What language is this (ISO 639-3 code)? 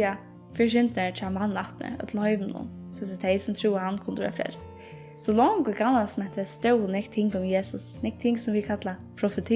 fao